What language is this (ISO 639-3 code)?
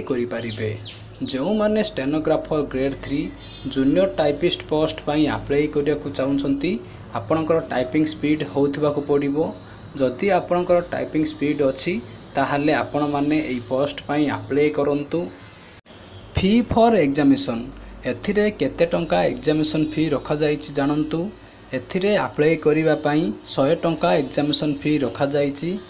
ori